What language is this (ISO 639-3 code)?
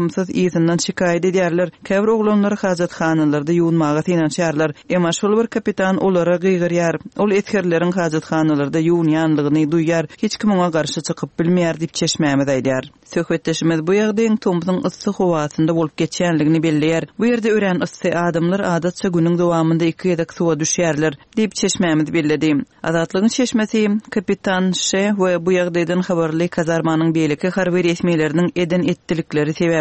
tuk